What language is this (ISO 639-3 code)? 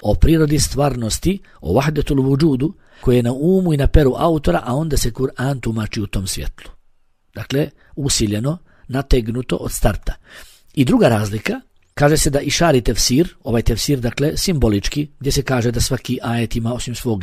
bos